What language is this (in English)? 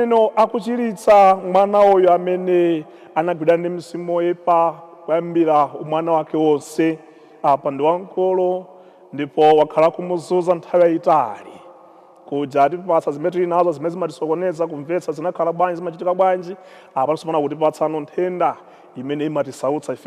Nyanja